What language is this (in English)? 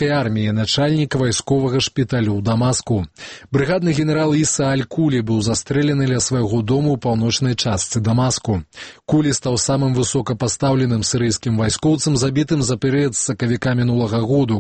Belarusian